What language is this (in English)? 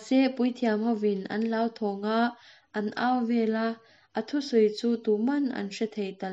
Mizo